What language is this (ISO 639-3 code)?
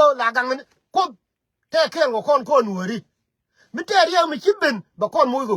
nus